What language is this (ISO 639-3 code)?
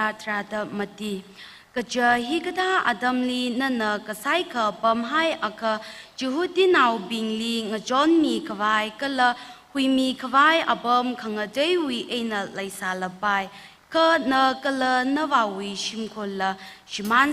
nmf